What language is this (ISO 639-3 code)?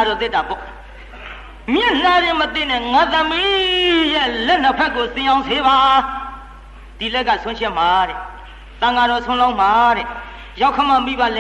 mya